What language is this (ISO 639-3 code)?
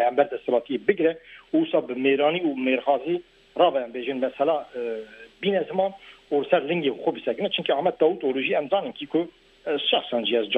kur